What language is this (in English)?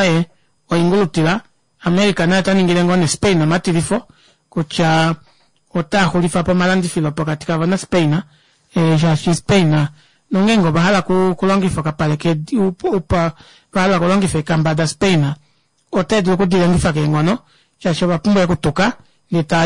Kuanyama